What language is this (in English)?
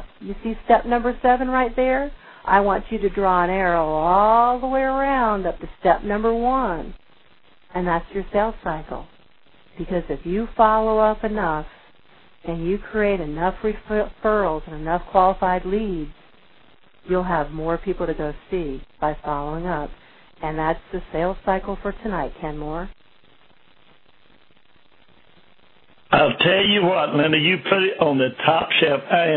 English